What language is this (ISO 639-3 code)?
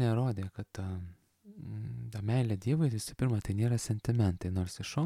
lit